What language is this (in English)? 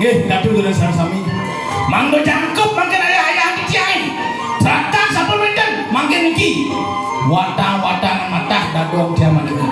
Balinese